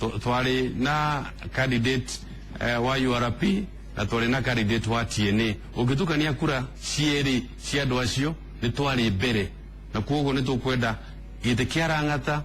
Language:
Kikuyu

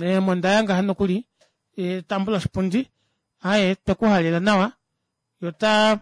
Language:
Kuanyama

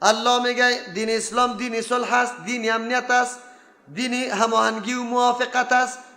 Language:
Persian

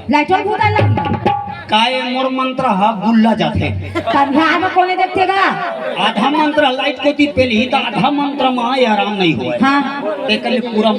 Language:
Chhattisgarhi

